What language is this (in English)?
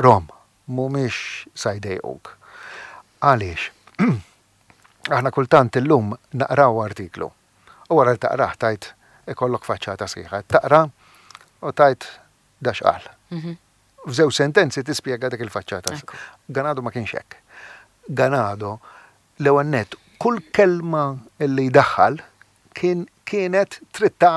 Maltese